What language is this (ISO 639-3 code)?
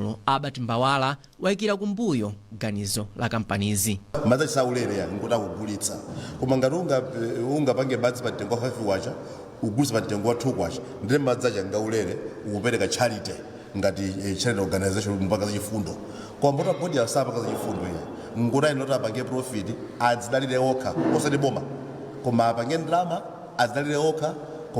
nya